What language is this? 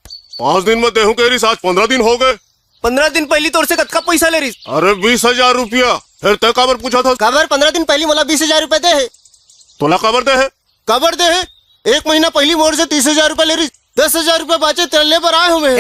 Chhattisgarhi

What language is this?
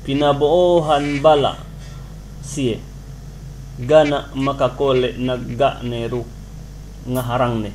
Yakan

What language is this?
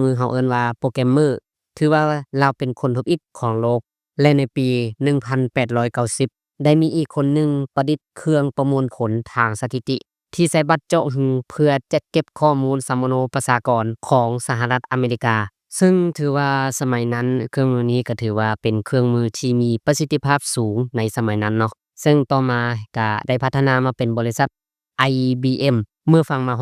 Lao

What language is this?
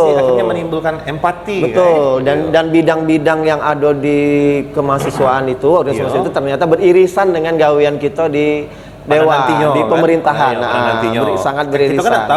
Musi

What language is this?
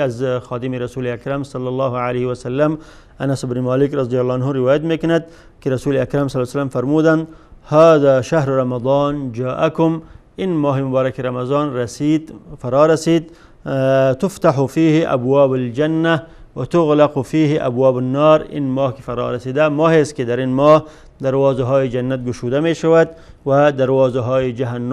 Tajik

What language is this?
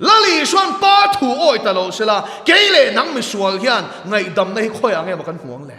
Mizo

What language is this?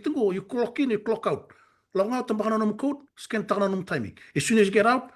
Fijian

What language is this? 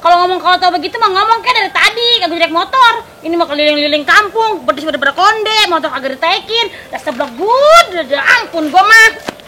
Betawi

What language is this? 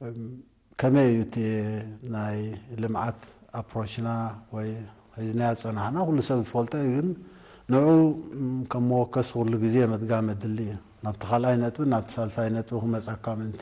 Tigrinya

